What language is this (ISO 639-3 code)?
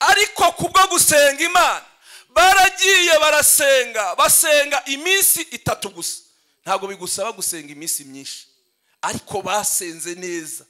kin